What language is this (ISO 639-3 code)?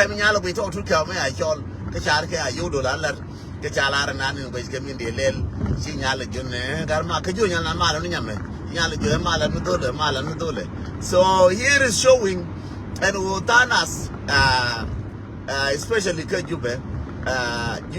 nus